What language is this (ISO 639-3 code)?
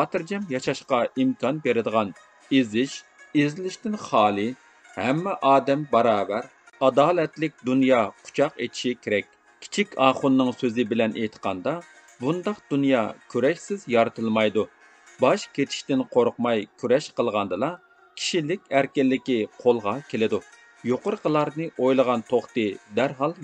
uig